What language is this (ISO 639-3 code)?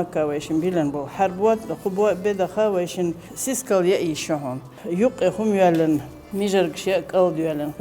che